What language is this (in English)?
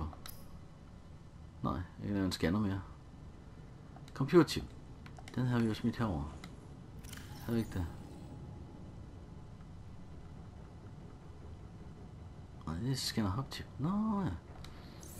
Danish